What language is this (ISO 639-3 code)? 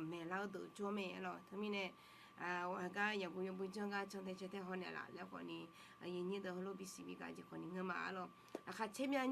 ahk